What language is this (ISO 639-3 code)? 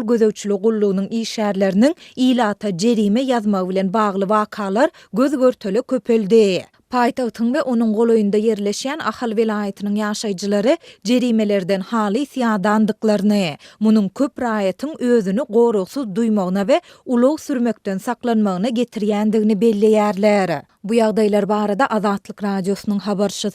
tuk